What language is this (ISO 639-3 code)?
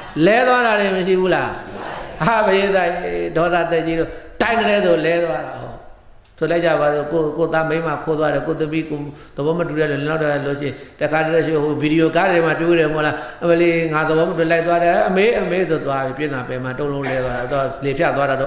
mya